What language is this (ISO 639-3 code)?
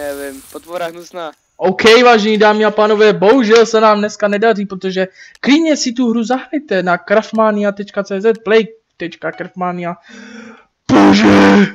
ces